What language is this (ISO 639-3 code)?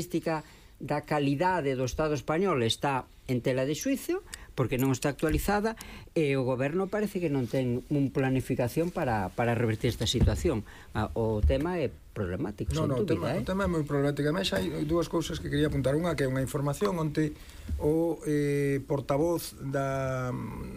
glg